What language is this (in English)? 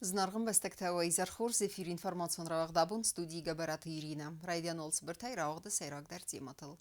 Ossetic